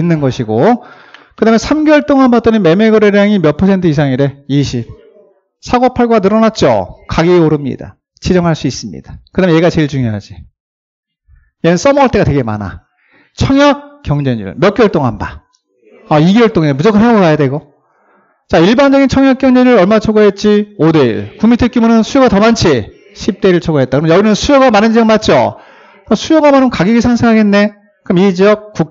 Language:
Korean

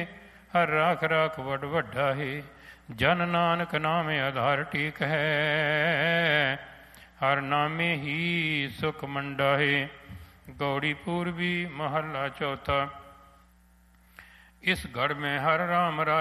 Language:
Punjabi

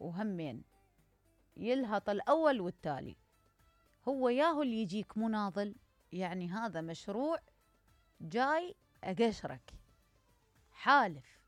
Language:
Mesopotamian Arabic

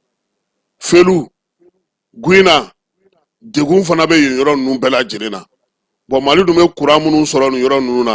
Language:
Bambara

